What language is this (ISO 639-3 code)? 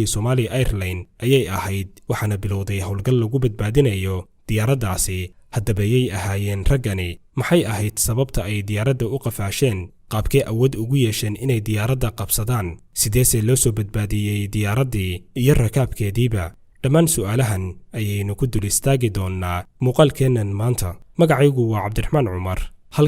som